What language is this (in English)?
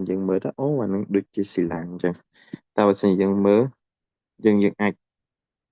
Khmer